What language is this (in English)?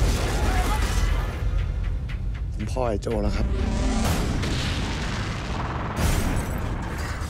Thai